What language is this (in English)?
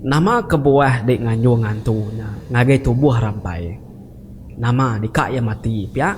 Iban